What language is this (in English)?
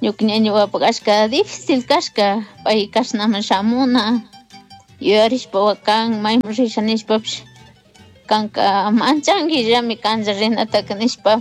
Chimborazo Highland Quichua